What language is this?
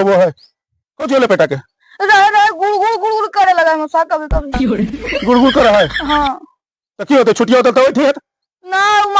Magahi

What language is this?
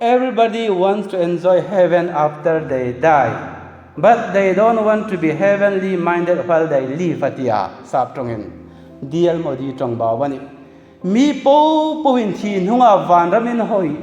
Hmar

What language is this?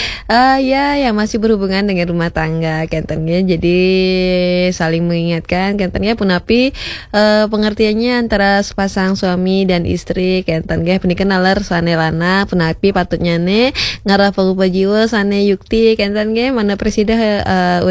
Balinese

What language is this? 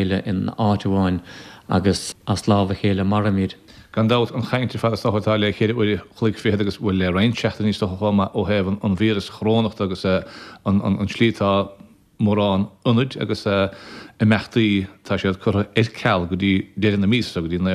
Irish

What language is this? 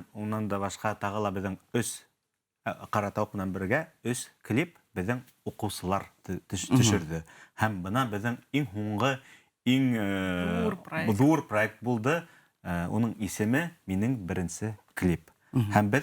Bashkir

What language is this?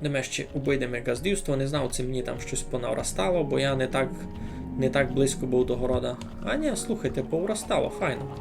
Rusyn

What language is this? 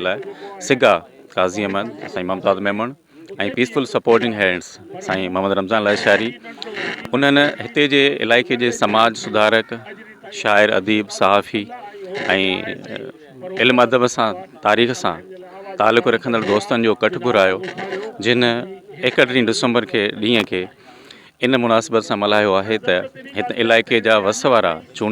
Sindhi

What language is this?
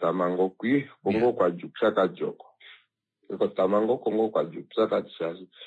Kuanyama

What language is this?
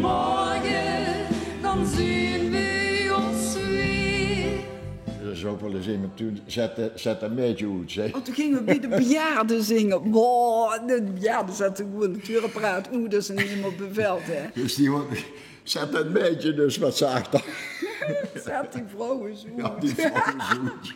Limburgish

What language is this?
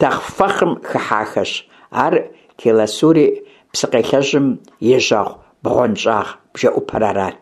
Kabardian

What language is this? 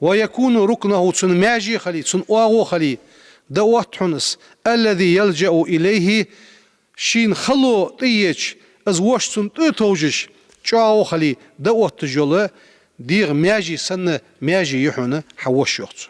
Ingush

